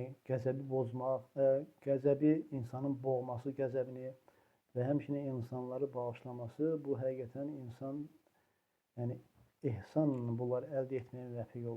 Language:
Azerbaijani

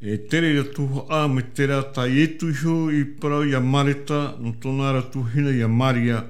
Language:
Tahitian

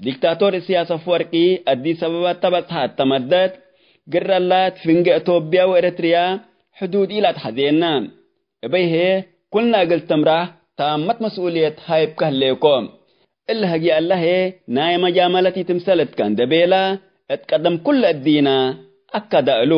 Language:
Tigre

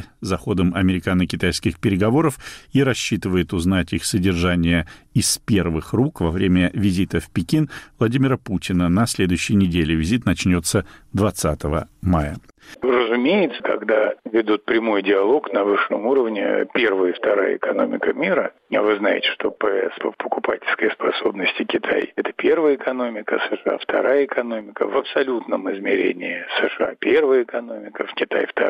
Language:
Russian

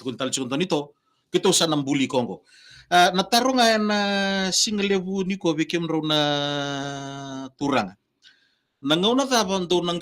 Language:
Fijian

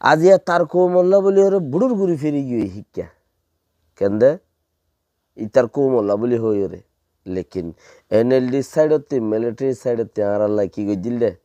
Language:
Rohingya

